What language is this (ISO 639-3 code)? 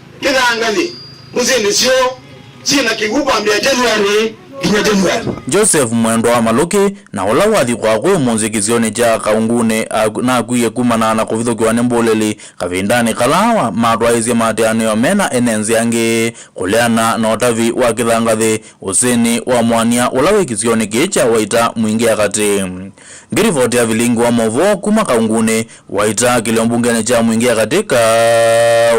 kam